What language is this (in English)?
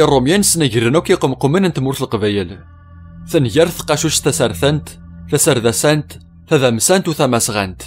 Kabyle